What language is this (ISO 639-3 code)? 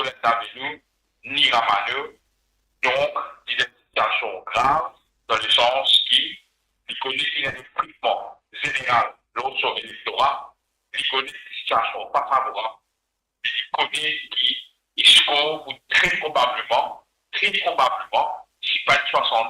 mfe